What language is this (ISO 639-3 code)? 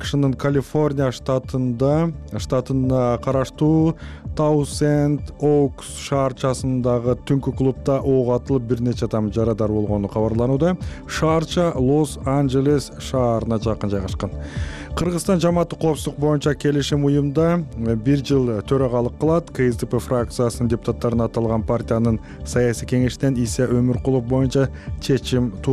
kir